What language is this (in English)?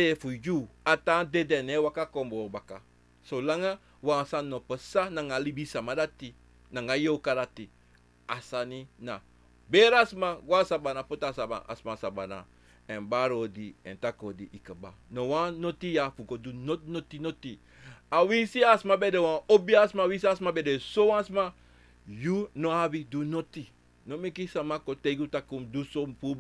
Sranan Tongo